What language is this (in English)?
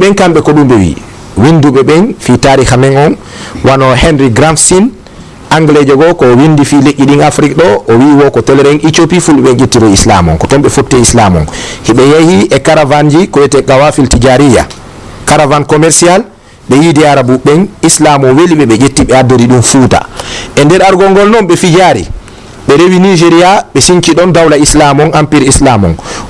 Fula